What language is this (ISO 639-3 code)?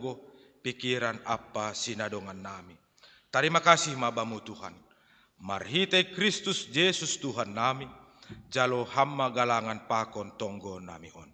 bts